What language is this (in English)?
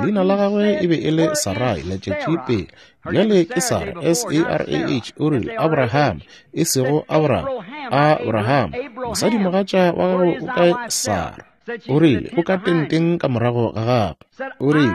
Northern Sotho